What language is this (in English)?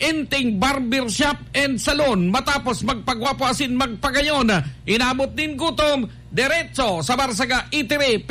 Bikol